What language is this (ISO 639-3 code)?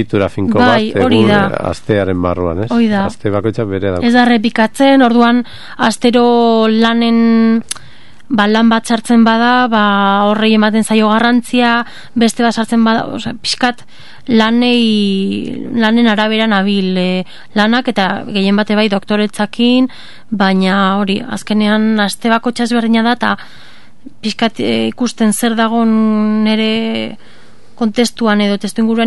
eus